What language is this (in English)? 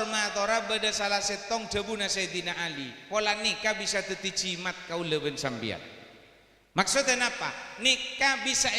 Madurese